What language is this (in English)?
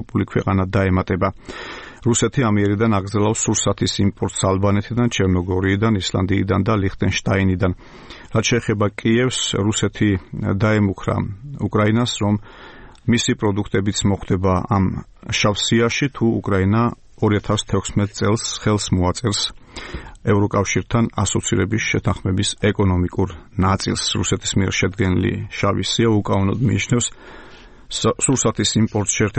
Georgian